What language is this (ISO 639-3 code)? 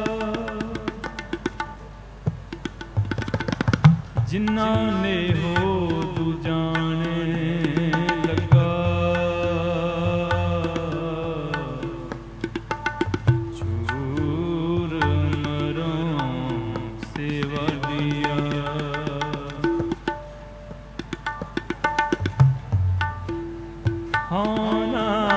pan